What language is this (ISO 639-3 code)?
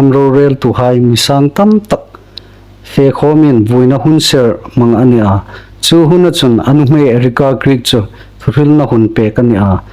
hmr